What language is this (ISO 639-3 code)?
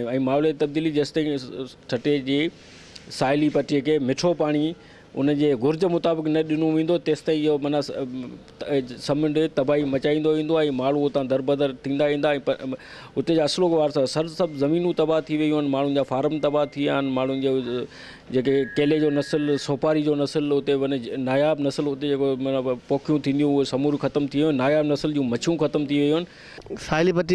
snd